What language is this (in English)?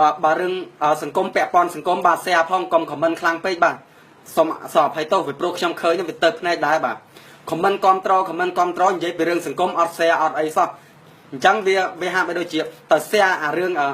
Khmer